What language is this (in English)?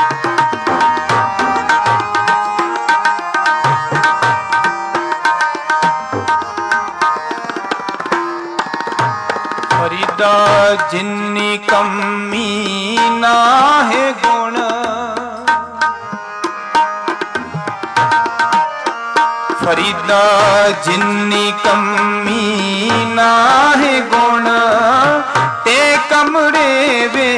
Punjabi